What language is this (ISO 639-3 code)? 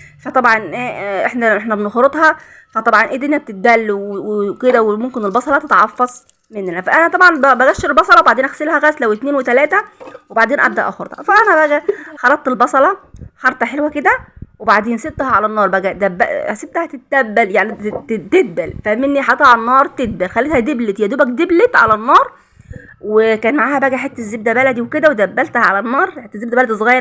arz